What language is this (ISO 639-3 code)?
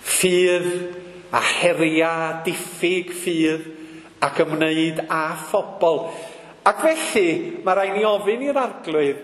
cym